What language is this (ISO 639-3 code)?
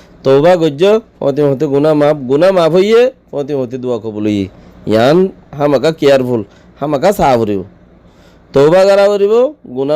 rhg